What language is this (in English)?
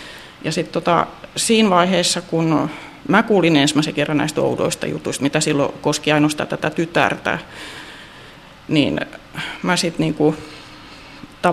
Finnish